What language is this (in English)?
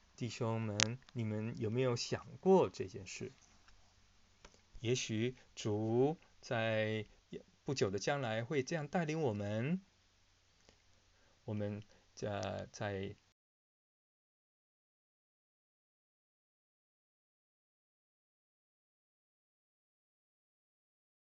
Chinese